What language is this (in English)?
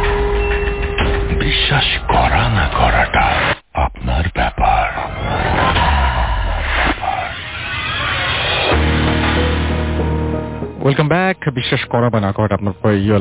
Bangla